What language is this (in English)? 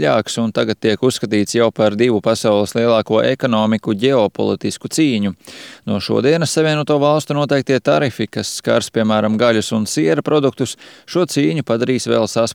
Latvian